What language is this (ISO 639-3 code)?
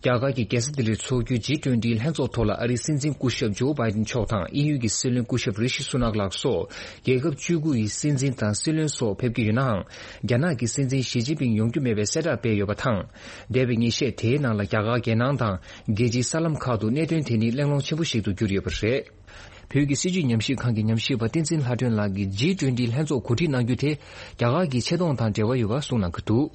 bod